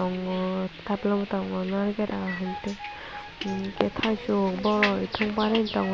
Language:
Kok Borok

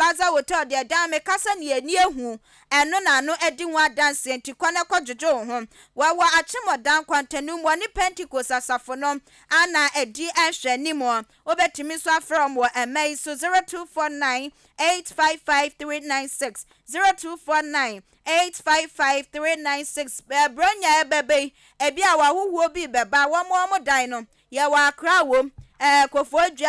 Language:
Akan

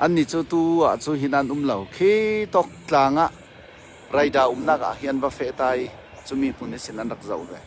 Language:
Falam Chin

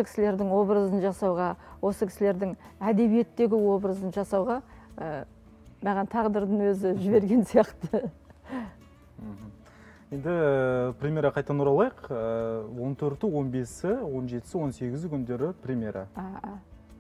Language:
Kazakh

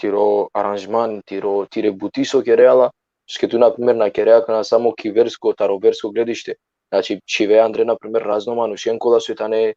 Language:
Balkan Romani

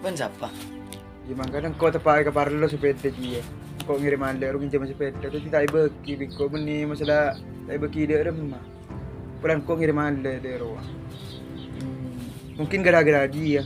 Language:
Madurese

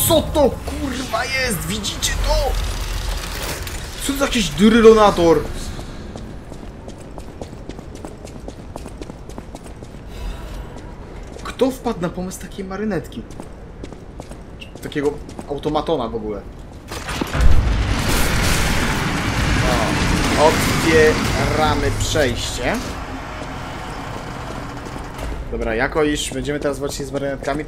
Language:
Polish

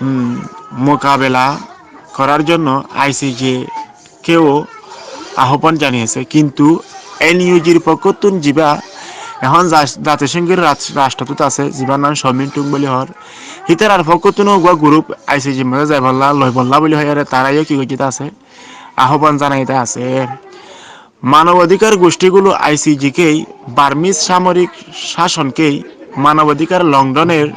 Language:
Rohingya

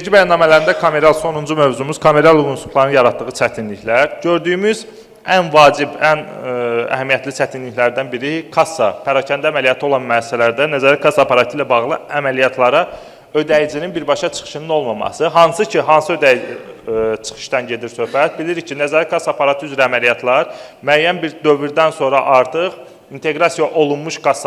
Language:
Azerbaijani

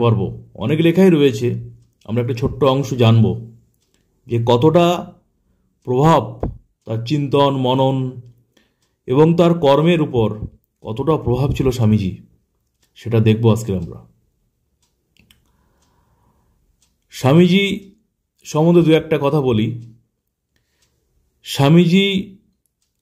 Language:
Bangla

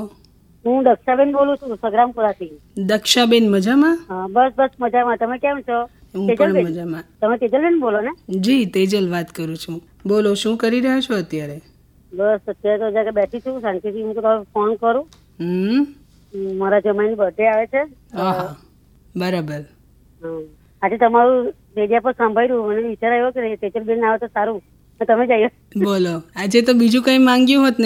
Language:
Gujarati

